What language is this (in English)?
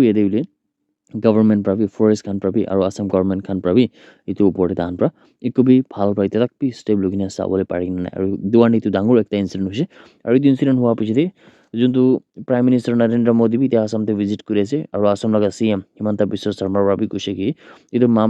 Naga Pidgin